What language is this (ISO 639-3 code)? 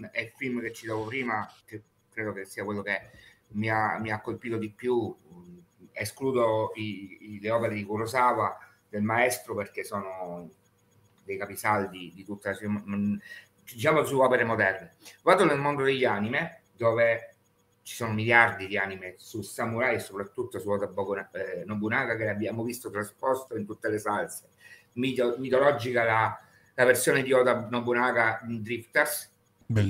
ita